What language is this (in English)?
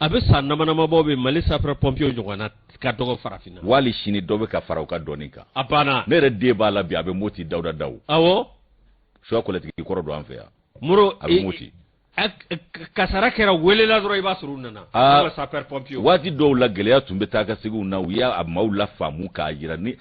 Bambara